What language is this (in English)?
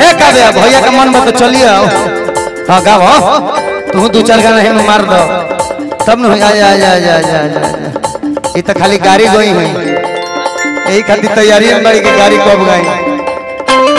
Bhojpuri